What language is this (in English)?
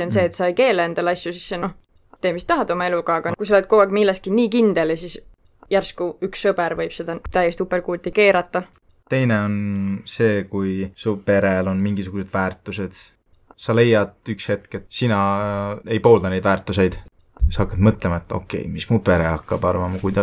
Estonian